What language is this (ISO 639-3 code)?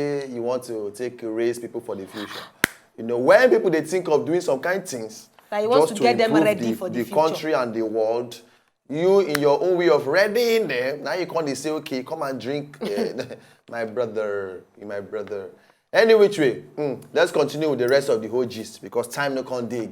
pcm